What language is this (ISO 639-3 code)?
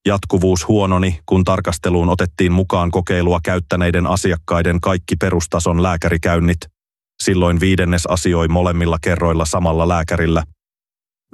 fin